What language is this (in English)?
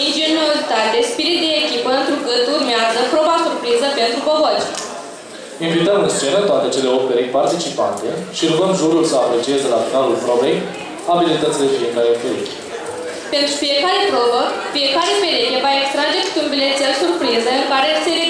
Romanian